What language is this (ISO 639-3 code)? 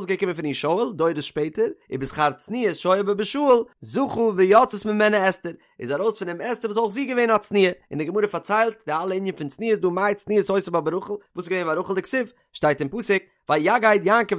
yid